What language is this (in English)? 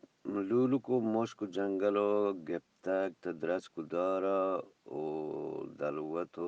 Eastern Balochi